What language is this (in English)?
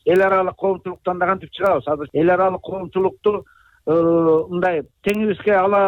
Kyrgyz